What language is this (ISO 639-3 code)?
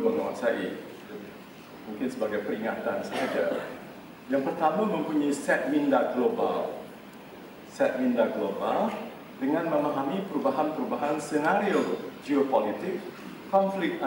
msa